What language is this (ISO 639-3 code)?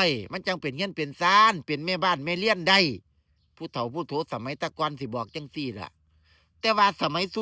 tts